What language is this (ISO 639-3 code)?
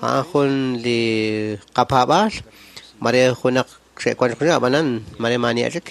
kek